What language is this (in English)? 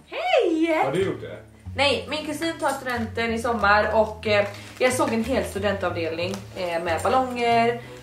Swedish